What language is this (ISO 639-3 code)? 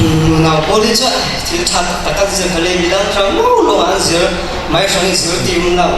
cfm